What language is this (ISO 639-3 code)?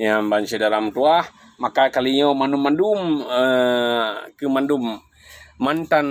ace